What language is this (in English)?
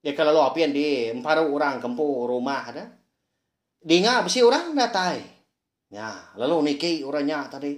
Iban